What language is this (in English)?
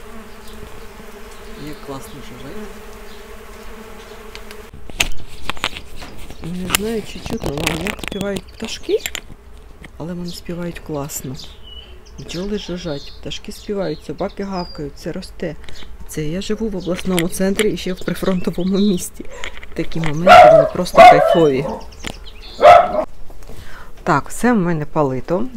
Ukrainian